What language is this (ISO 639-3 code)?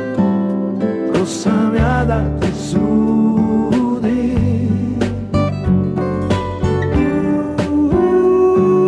srp